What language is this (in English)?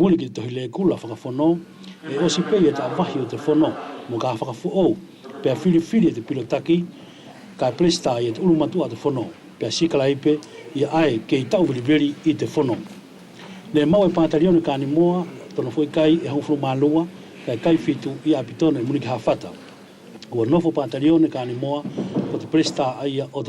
Wallisian